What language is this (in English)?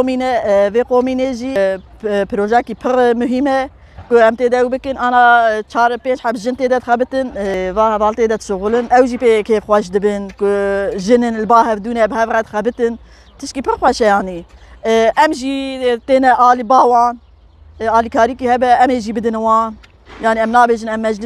Kurdish